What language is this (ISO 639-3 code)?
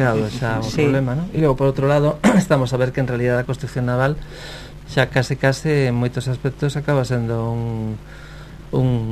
glg